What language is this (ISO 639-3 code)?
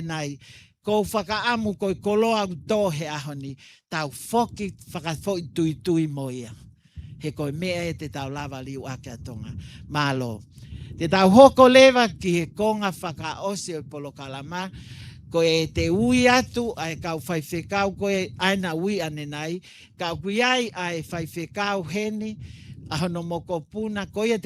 ton